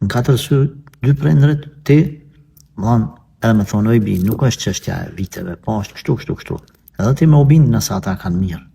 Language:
Albanian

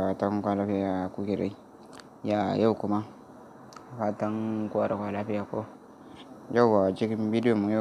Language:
Hausa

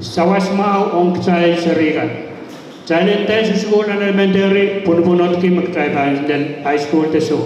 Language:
Pohnpeian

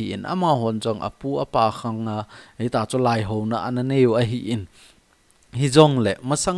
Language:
Thado Chin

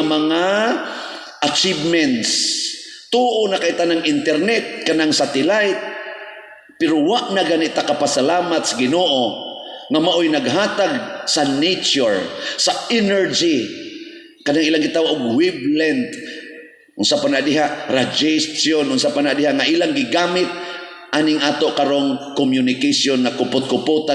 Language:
Cebuano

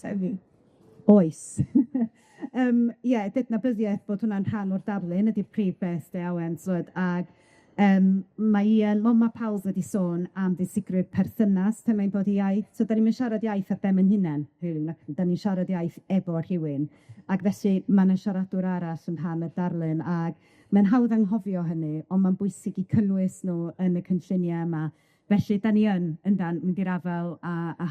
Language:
Welsh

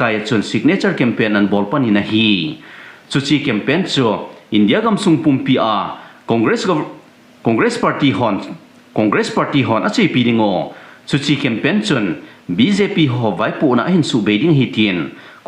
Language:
Thado Chin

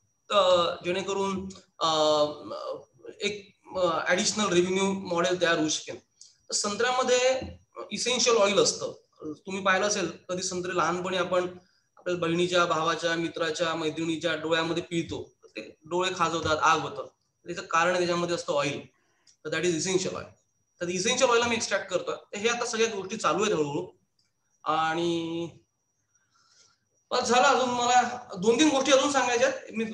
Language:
Marathi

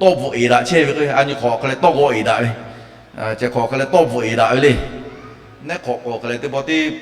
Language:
Lahu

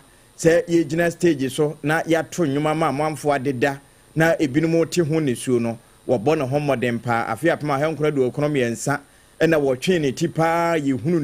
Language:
Akan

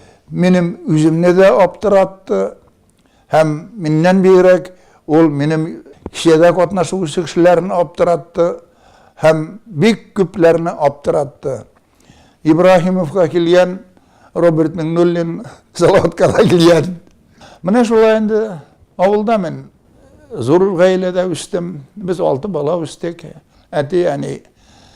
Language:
Tatar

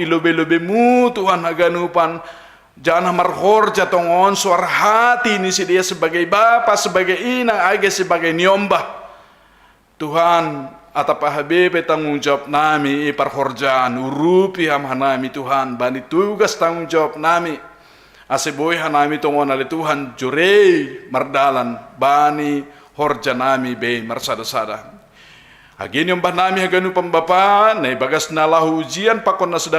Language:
Batak Simalungun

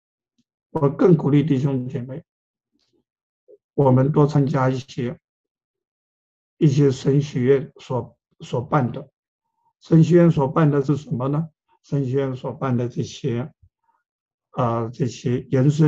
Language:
Chinese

